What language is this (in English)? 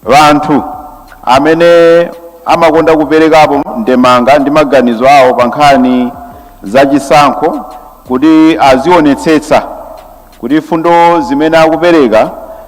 Nyanja